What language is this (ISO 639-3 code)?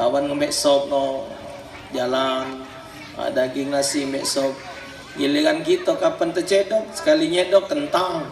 mui